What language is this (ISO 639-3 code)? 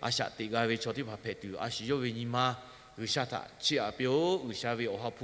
lhu